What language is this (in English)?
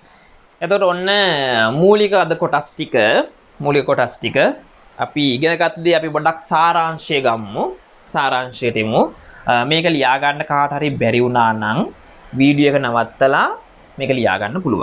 Sinhala